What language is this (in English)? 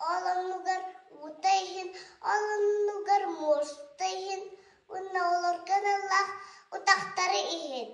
Yakut